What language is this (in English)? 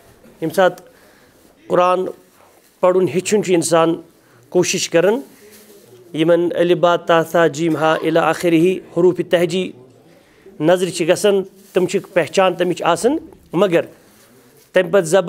Kashmiri